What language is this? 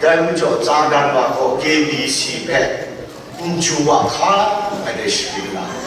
Kachin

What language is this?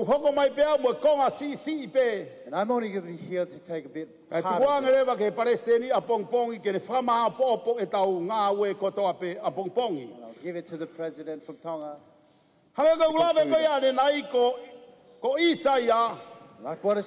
Tongan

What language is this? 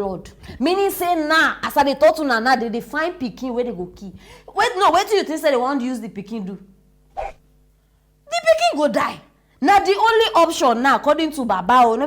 Nigerian Pidgin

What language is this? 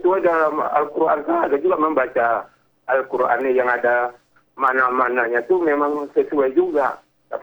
Indonesian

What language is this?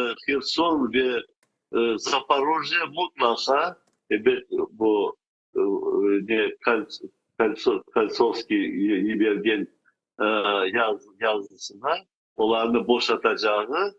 Crimean Tatar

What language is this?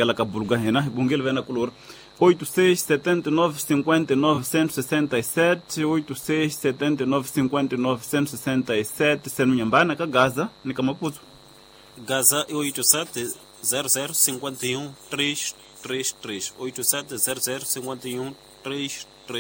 Tsonga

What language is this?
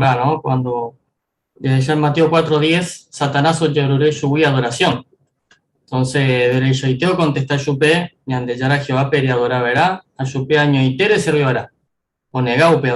Guarani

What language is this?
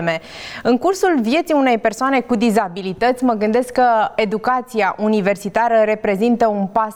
Romanian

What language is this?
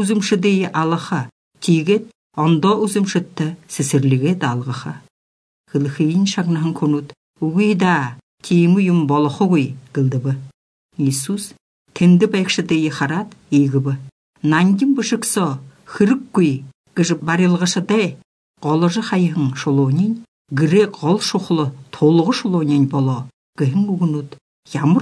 Belarusian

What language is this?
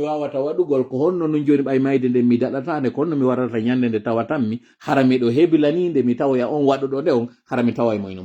Fula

